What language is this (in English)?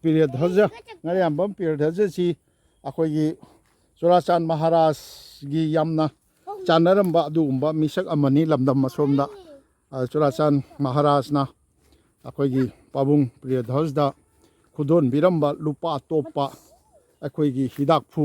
Manipuri